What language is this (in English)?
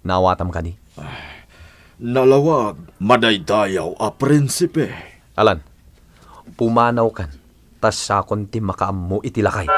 Iloko